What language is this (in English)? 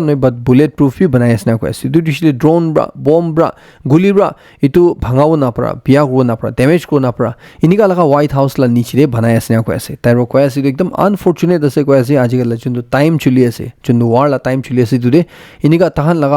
Naga Pidgin